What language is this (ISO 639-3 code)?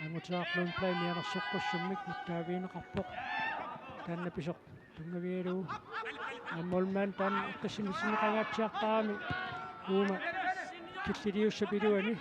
kal